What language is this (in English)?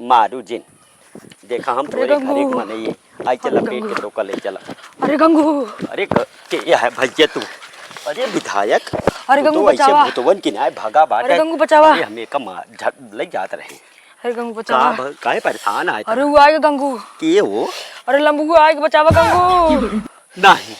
Awadhi